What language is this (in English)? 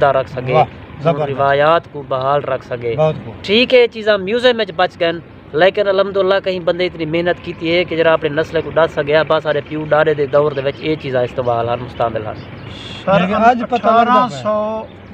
Saraiki